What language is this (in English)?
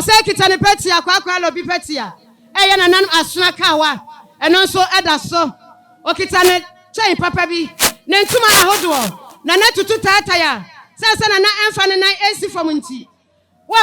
Akan